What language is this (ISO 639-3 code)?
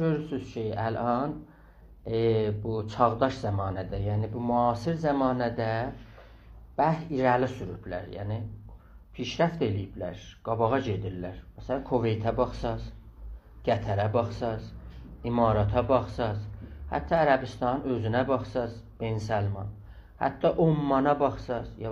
azb